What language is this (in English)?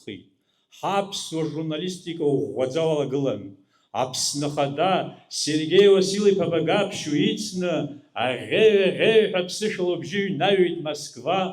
Abkhazian